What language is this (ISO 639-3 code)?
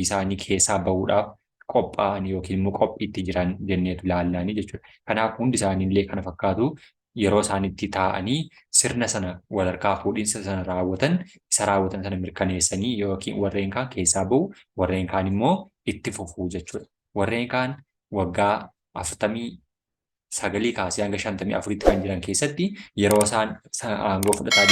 orm